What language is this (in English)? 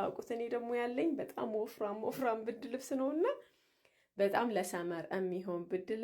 Amharic